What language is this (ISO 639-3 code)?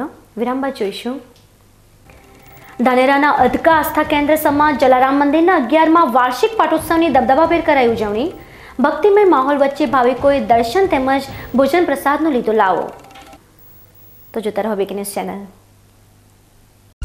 guj